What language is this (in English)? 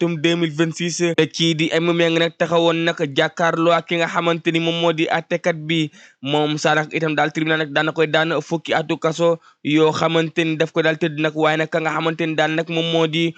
Wolof